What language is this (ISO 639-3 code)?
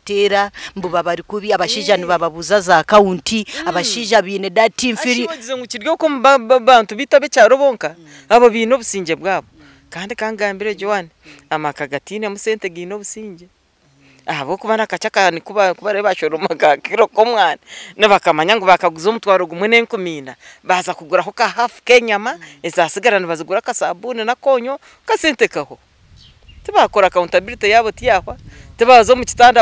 nyn